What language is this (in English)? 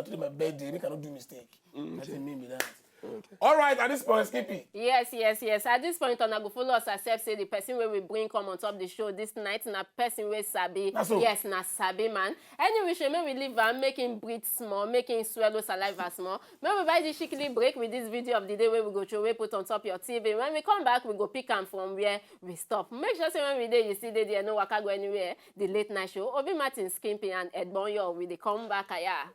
Nigerian Pidgin